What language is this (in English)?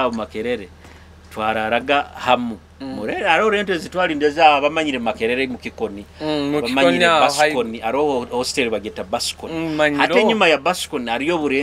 Nyoro